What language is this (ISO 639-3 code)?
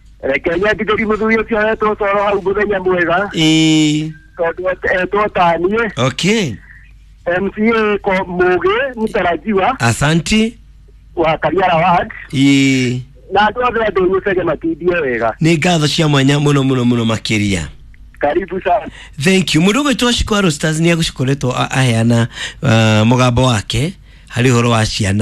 kik